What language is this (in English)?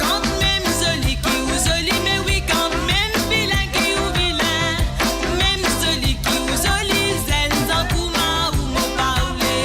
Morisyen